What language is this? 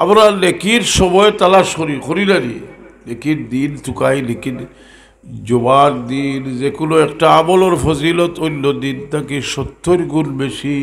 Sylheti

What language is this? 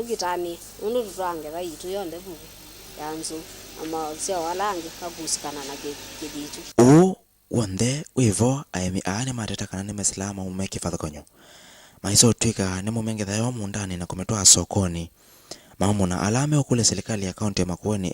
Kamba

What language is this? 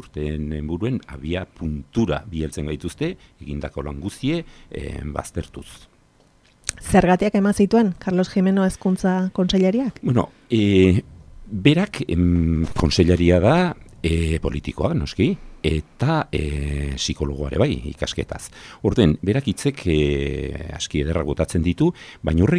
Basque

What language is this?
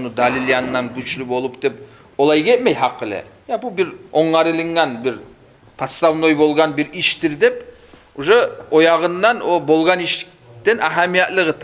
Kumyk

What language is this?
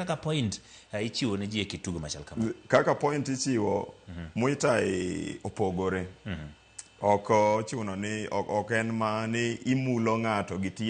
Luo (Kenya and Tanzania)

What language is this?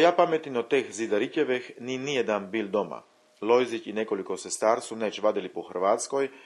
Chakavian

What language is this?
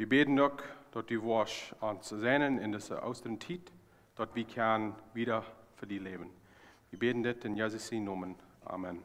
Plautdietsch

